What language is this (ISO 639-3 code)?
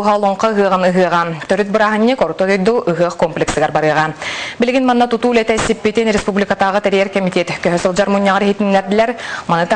sah